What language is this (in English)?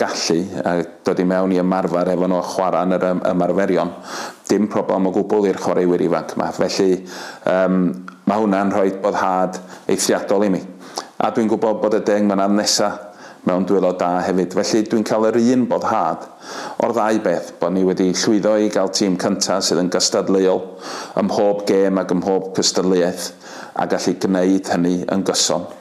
Welsh